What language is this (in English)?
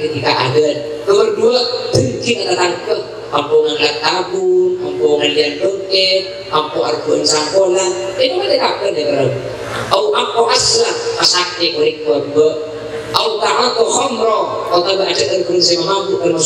Madurese